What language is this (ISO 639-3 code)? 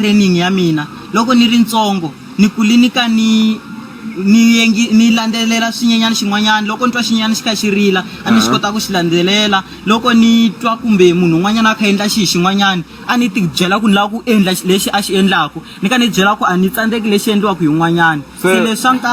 tso